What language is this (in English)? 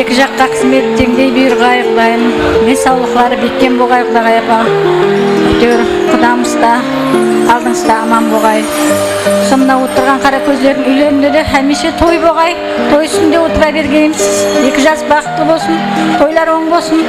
Kara-Kalpak